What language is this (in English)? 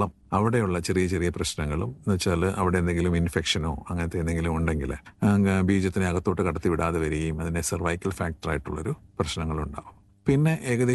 Malayalam